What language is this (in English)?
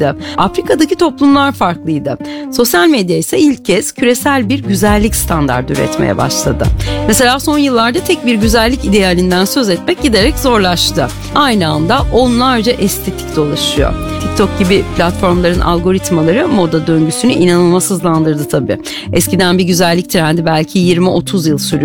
Turkish